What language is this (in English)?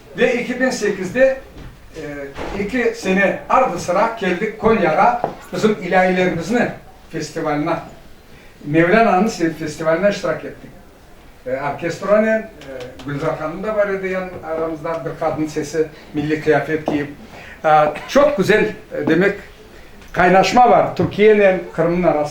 Crimean Tatar